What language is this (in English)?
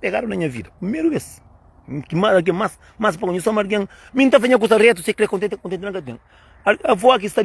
Kabuverdianu